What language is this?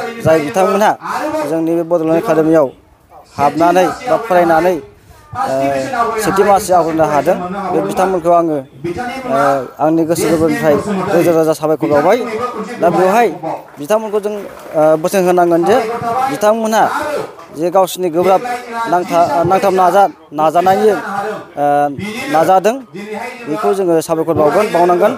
Bodo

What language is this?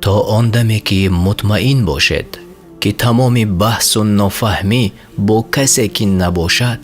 Tajik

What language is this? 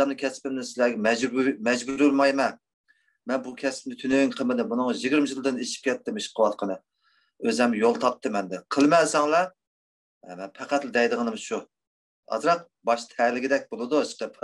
Uyghur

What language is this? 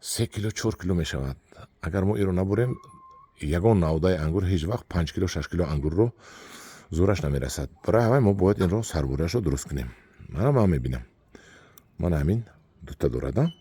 Tajik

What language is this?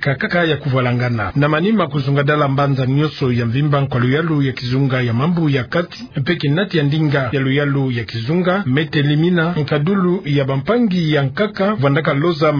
Kituba (Democratic Republic of Congo)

